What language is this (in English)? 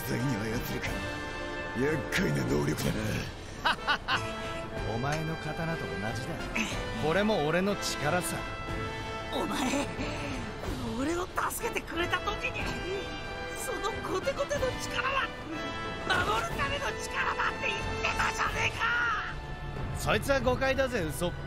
Japanese